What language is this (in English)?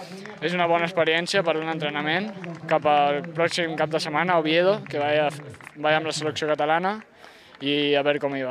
Catalan